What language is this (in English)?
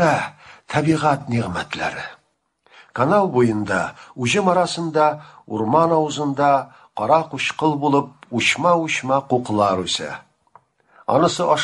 Tatar